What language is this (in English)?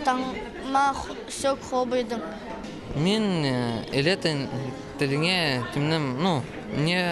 Khakas